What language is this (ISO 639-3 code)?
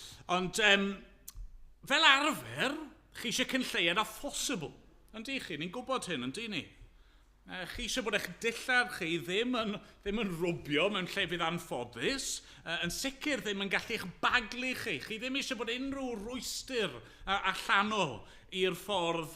cym